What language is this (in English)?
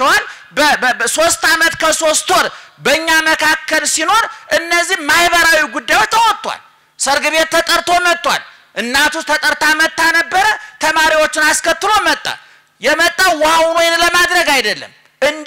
Amharic